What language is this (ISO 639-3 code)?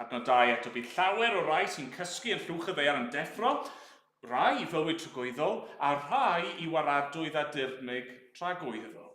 cym